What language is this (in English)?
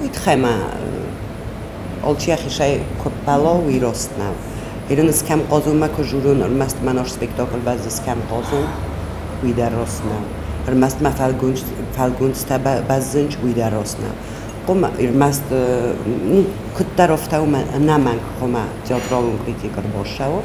Ossetic